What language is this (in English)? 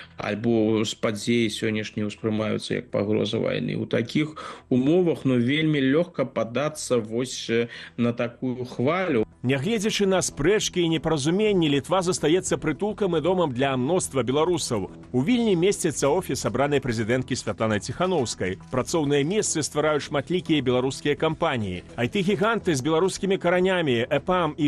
Belarusian